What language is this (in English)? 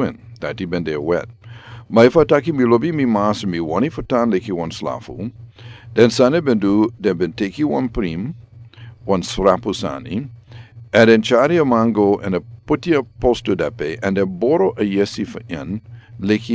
Sranan Tongo